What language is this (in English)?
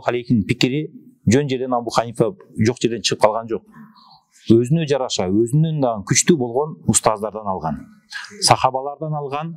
Kyrgyz